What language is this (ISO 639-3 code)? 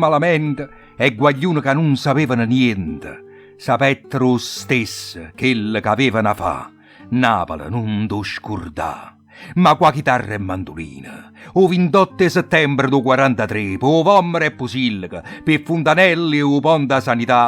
nap